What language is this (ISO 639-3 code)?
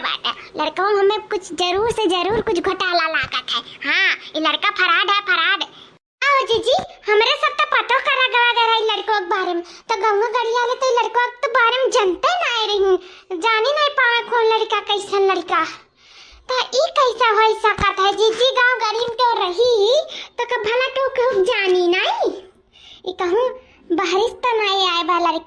awa